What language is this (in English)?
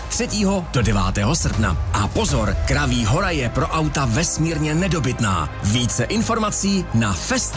Czech